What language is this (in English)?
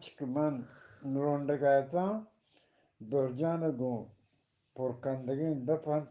Eastern Balochi